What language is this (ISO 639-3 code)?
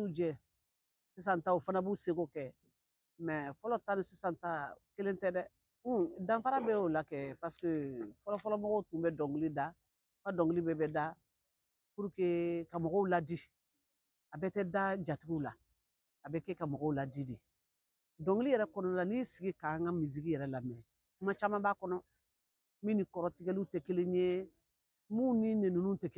bam